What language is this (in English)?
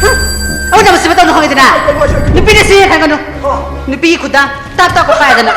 Manipuri